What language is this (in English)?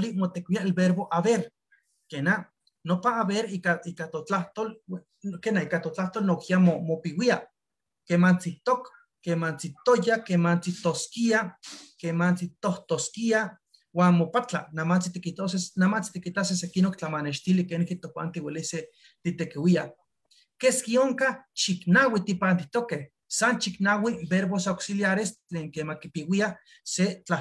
Eastern Huasteca Nahuatl